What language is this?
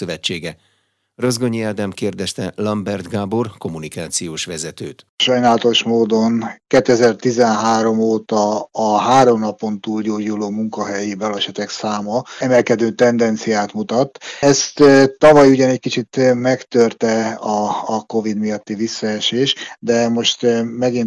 Hungarian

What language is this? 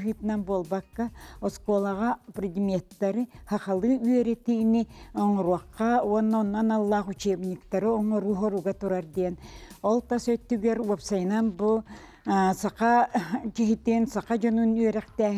Yakut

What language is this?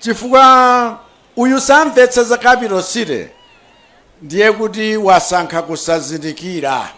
Nyanja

